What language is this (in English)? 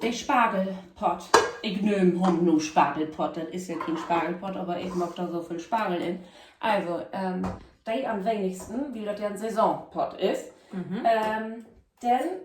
Low German